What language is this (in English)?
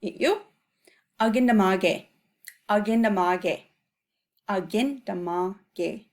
Chippewa